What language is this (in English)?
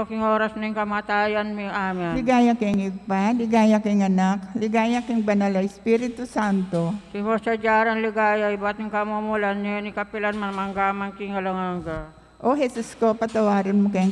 Pampanga